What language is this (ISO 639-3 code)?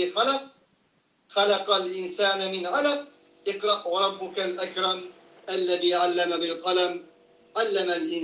uig